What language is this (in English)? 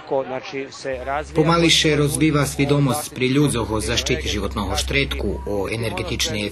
Rusyn